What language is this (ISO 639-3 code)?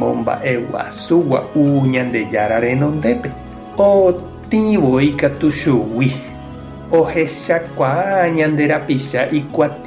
grn